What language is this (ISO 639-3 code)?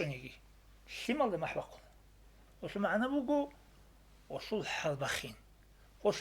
ava